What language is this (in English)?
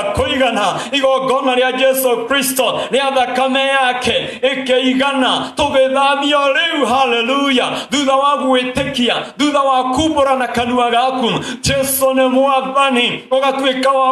Kikuyu